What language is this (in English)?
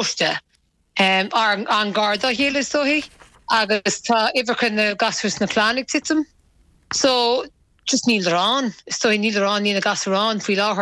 Irish